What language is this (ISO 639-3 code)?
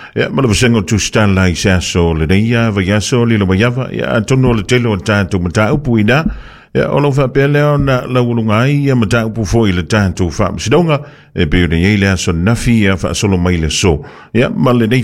smo